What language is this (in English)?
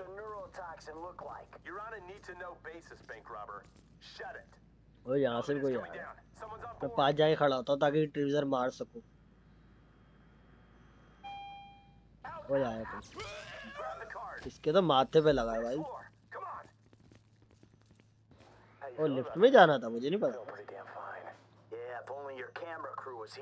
Hindi